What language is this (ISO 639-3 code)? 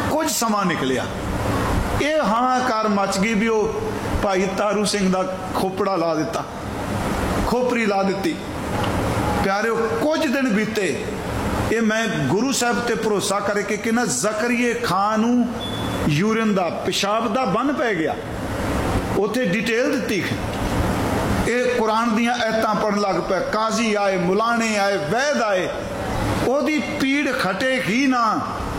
pan